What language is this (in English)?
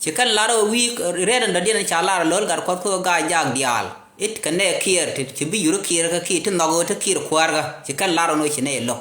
Nuer